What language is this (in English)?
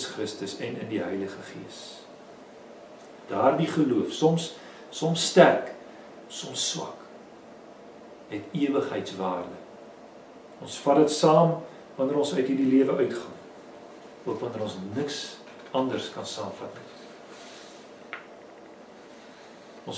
Afrikaans